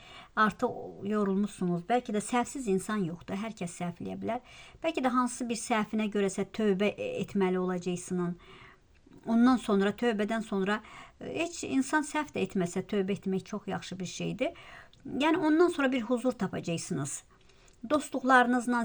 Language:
Azerbaijani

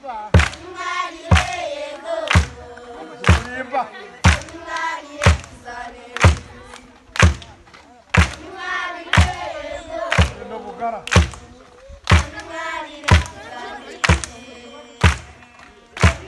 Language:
Kinyarwanda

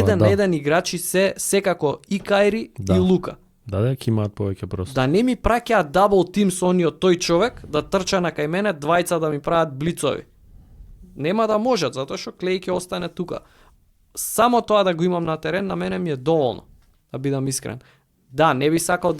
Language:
Macedonian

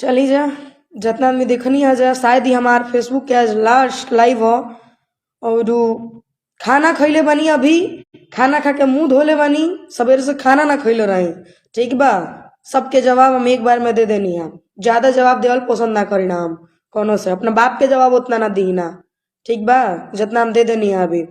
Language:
Bhojpuri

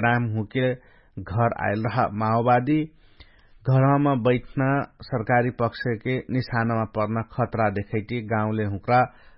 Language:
Dangaura Tharu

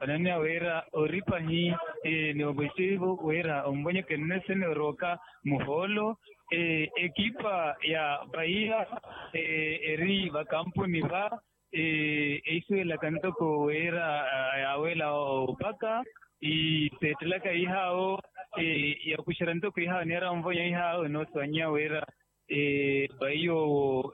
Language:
Makhuwa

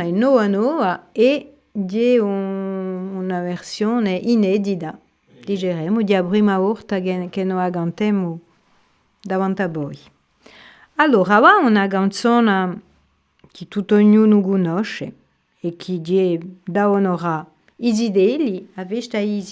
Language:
Corsican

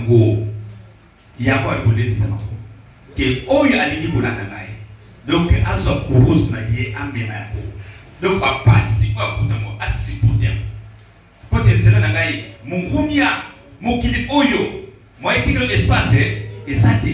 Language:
Lingala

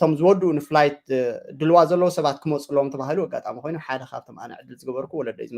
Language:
Tigrinya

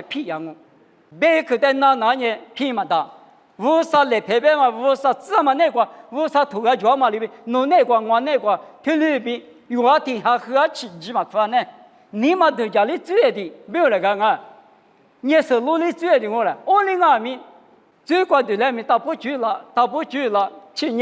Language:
Lisu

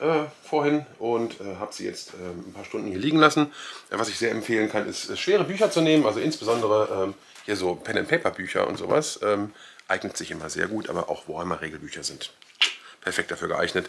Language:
German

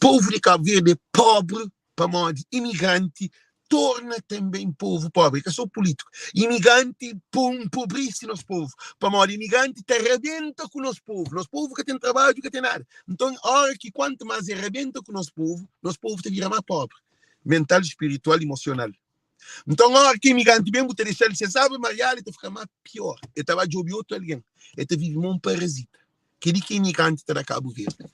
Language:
Kabuverdianu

